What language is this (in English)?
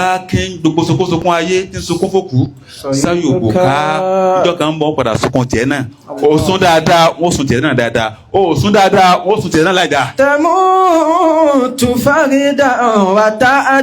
Yoruba